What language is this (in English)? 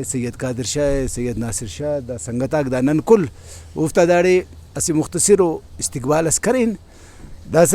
Brahui